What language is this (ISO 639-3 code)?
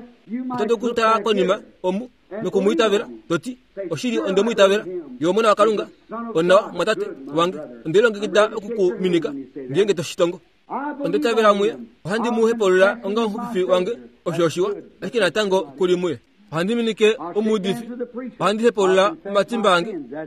kua